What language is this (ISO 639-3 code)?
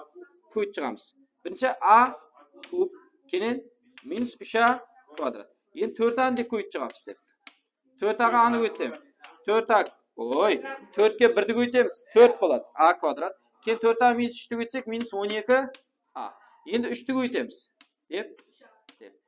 kaa